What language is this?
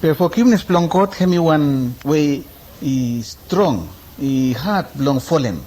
Bislama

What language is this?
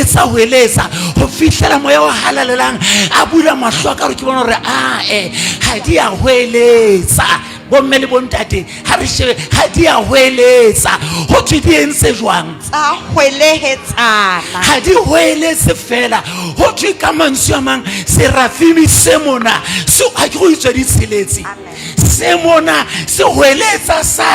Southern Sotho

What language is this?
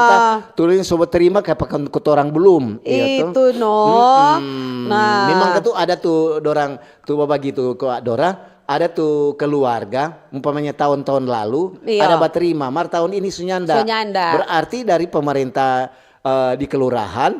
Manado Malay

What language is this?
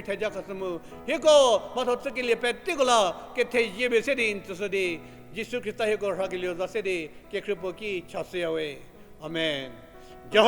Angami Naga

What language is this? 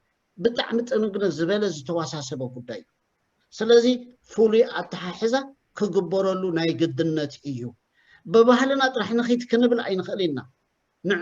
Tigrinya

